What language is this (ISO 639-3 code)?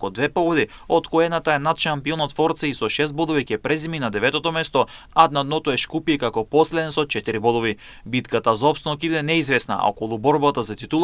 mkd